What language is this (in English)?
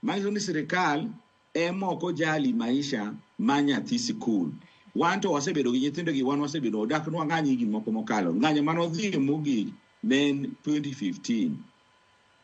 Luo (Kenya and Tanzania)